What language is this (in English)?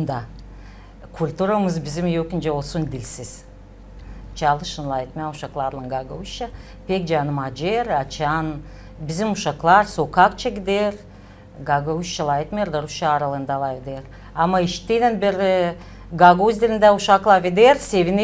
Gagauz